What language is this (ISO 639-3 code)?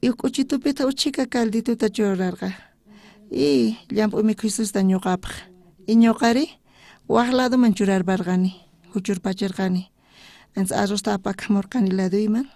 quh